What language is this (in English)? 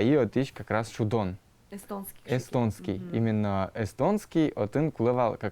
Udmurt